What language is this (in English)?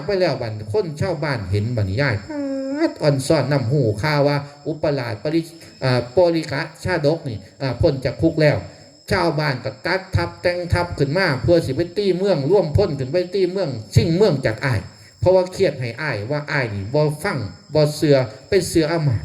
Northeastern Thai